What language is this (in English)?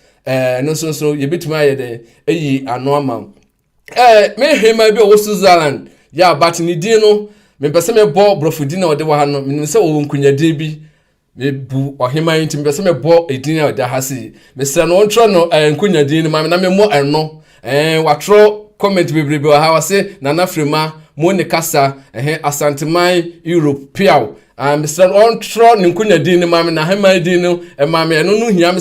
Akan